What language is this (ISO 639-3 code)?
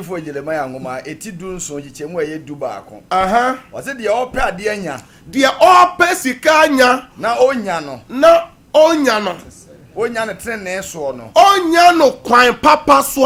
aka